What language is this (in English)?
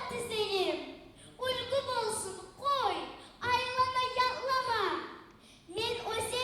Kumyk